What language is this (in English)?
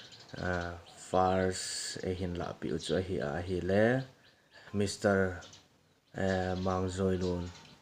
Thado Chin